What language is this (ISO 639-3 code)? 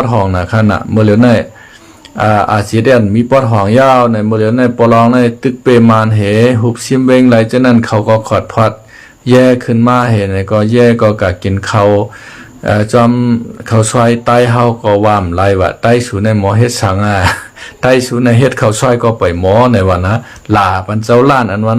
shn